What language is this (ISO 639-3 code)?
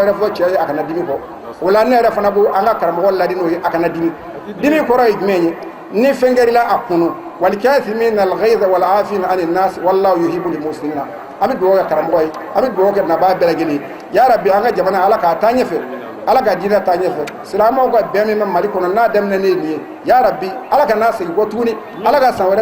bam